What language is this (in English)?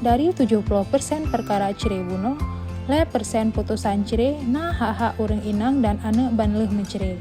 Achinese